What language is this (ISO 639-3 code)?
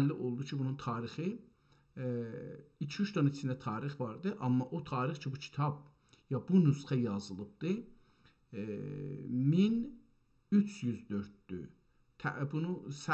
azb